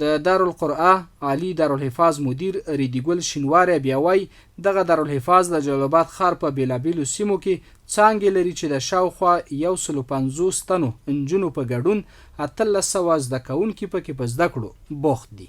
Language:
Pashto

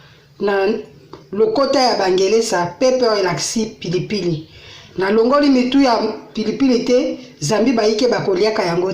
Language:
Lingala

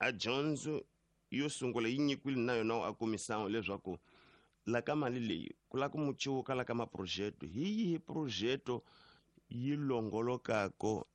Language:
Tsonga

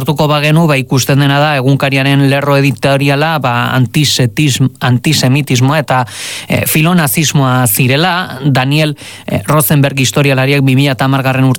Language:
Basque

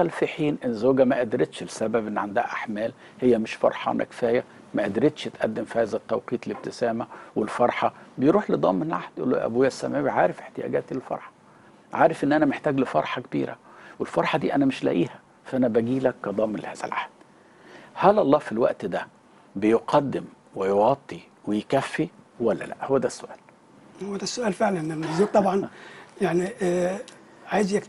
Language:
Egyptian Arabic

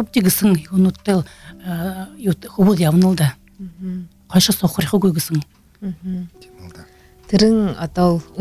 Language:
Buriat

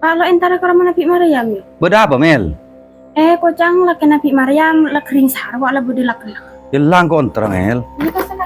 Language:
Madurese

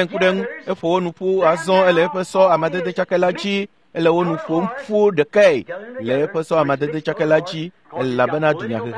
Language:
Ewe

